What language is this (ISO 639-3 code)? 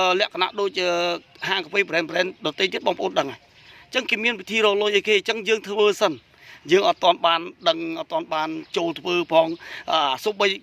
khm